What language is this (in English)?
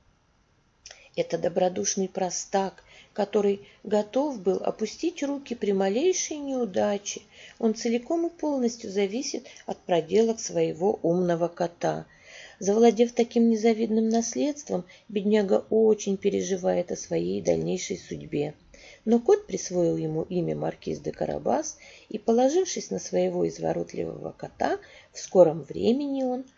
Russian